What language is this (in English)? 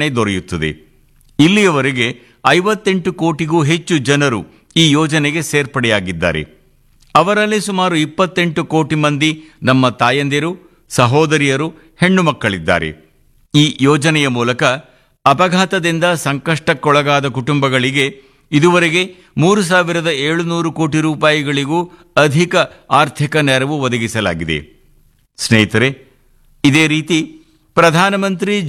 Kannada